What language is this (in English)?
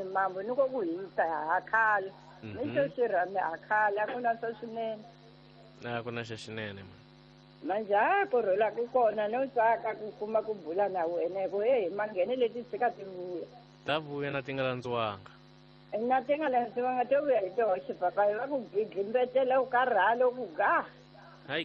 Tsonga